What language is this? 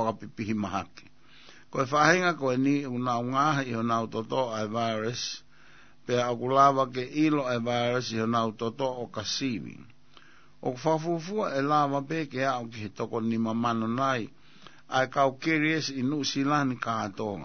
Tongan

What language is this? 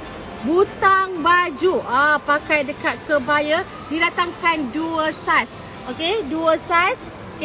Malay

